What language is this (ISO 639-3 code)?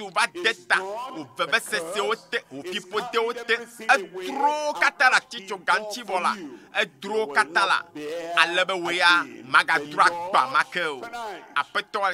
ewe